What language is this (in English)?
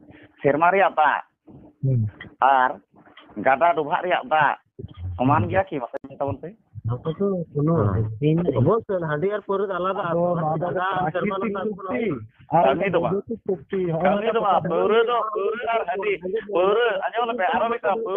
Santali